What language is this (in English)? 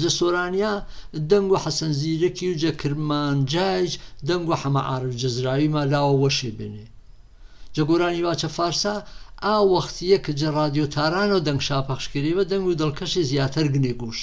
Gurani